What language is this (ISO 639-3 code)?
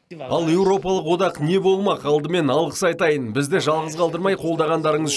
kaz